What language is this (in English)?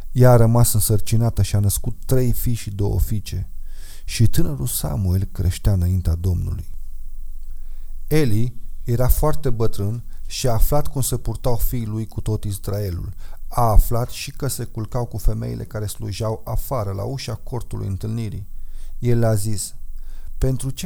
Romanian